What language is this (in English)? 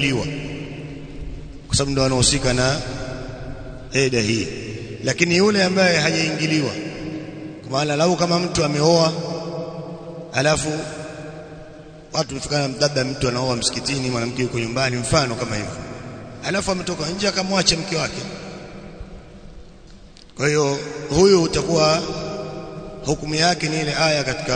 Swahili